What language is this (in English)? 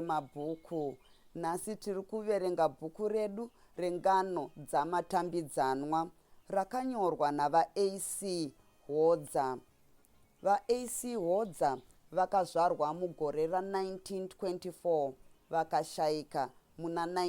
Shona